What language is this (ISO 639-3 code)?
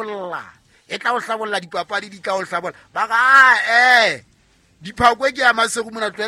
sot